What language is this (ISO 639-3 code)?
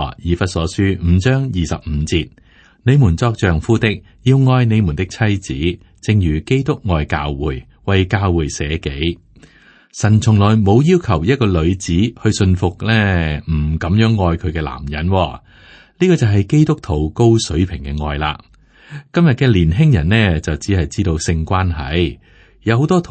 yue